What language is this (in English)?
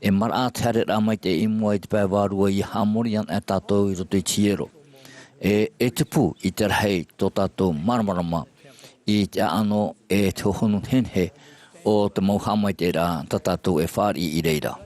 Tahitian